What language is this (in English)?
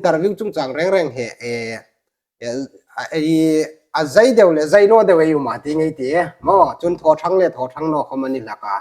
Hmar